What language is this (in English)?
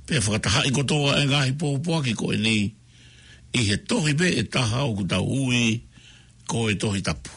Tongan